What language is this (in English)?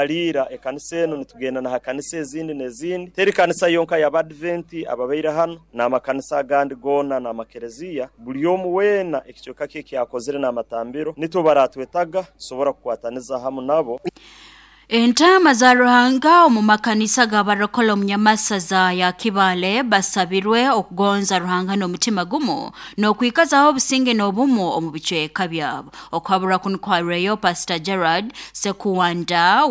Nyoro